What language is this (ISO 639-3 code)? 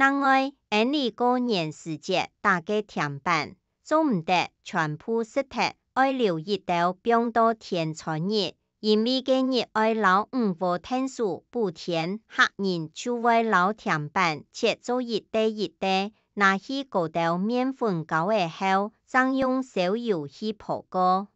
hak